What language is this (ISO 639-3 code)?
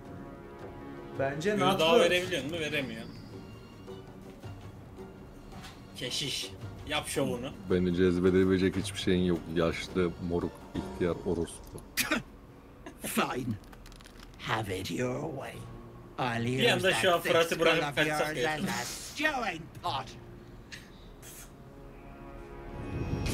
tur